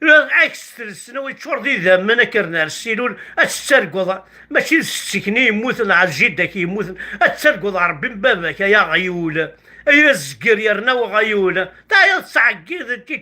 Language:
Kabyle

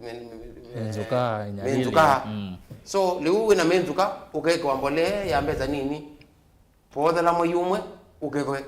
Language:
Kamba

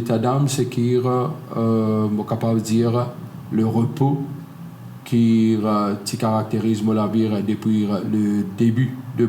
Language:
Morisyen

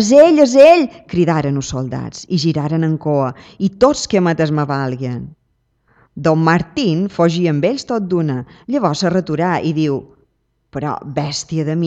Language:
Catalan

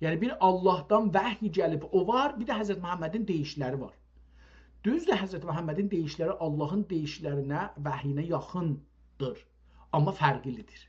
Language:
South Azerbaijani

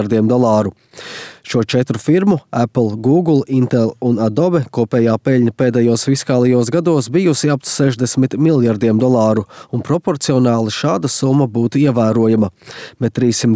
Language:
Latvian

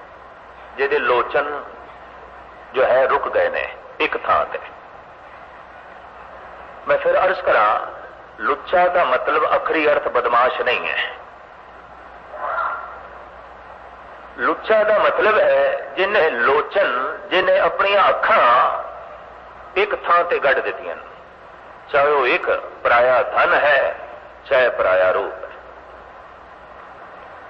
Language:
Punjabi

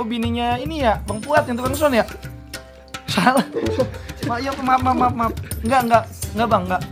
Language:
Betawi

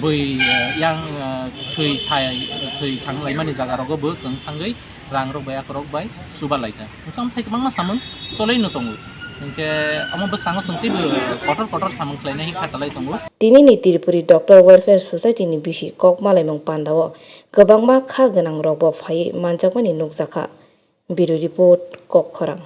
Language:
Kok Borok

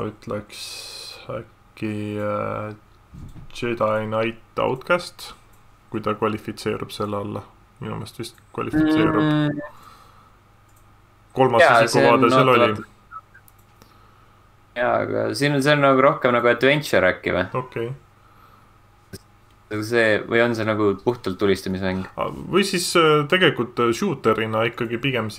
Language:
Estonian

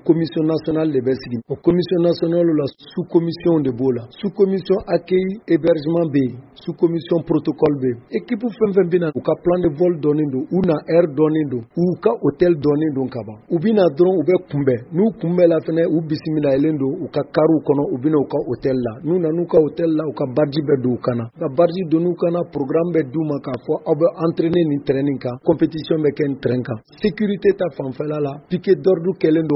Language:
Bambara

